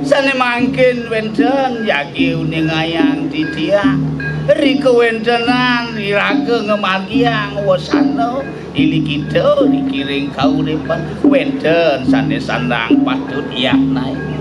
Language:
Balinese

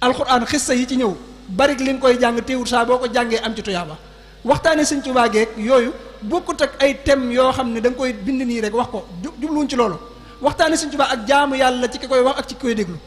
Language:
Wolof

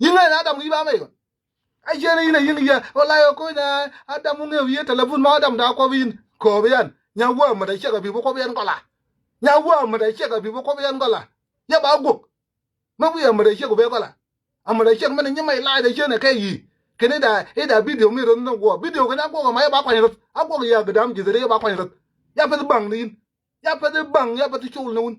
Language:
Nuer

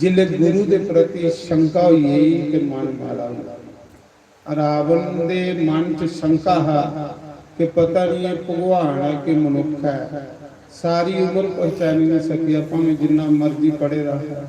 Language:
Dogri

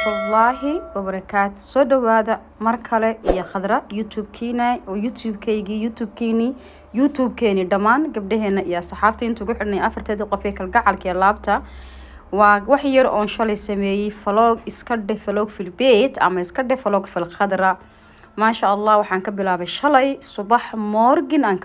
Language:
Somali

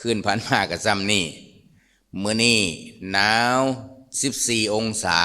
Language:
Lao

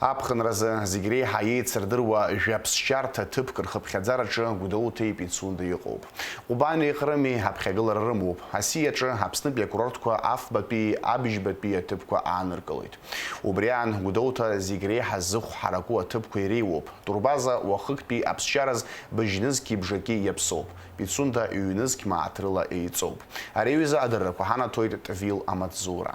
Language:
Abkhazian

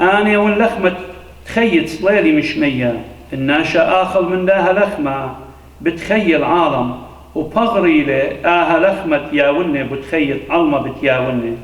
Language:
Assyrian Neo-Aramaic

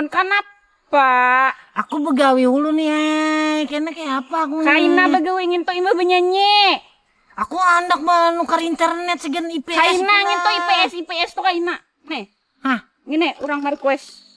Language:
Banjar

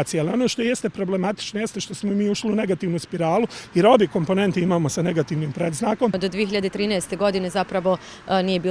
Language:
Bosnian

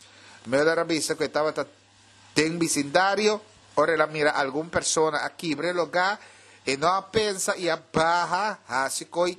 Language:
Papiamento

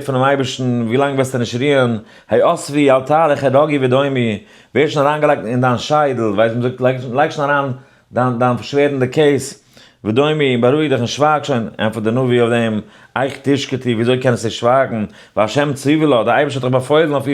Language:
Yiddish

